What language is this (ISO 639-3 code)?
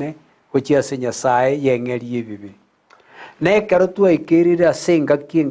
guz